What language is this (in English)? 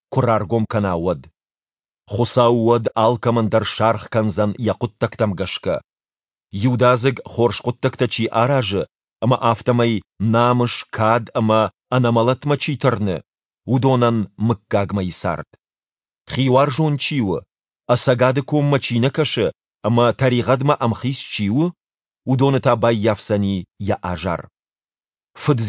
Ossetic